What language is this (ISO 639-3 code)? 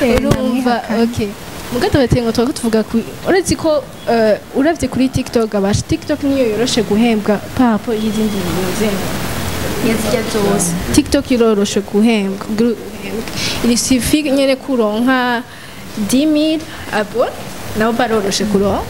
run